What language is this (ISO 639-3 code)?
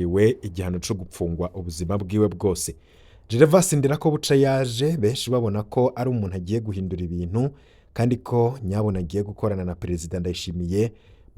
run